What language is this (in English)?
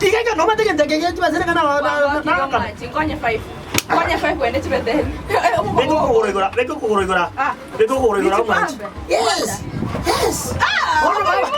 Gusii